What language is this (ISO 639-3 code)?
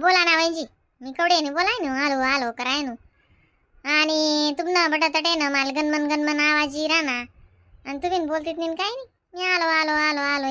khn